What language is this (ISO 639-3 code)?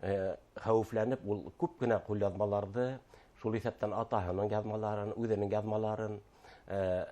bak